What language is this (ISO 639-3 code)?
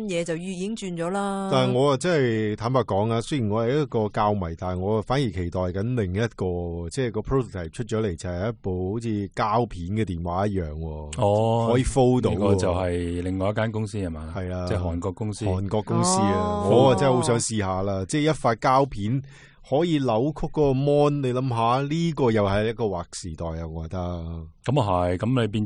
yue